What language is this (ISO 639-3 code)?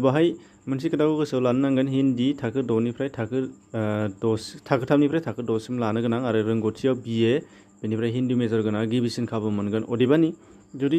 brx